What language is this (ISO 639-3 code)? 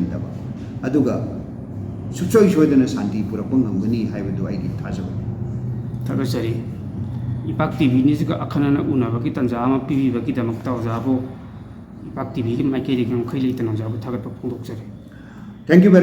mni